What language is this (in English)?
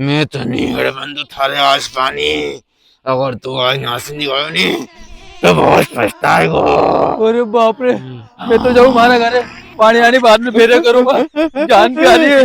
Rajasthani